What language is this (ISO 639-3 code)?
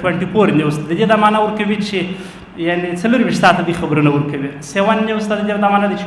pus